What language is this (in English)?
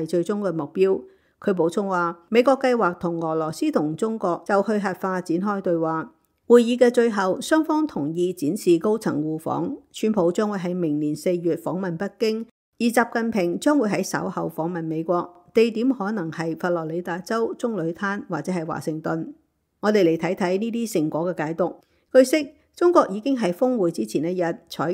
Cantonese